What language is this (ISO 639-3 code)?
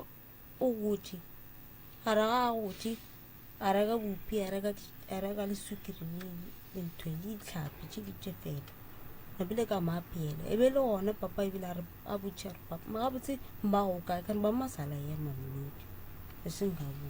nso